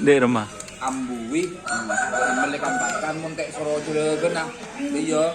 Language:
Madurese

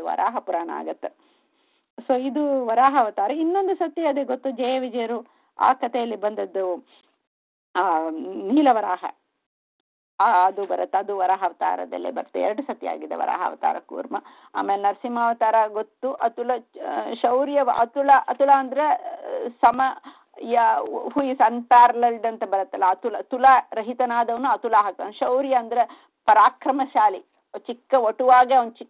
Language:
Kannada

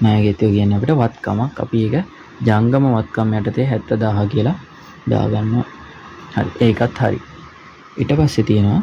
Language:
Sinhala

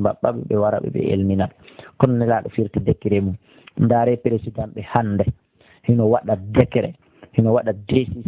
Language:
Pular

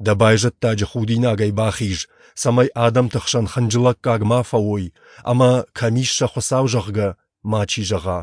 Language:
Ossetic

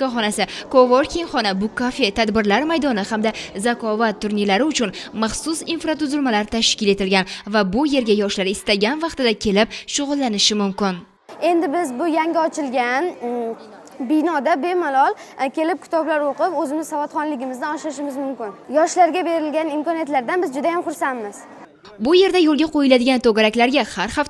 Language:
Uzbek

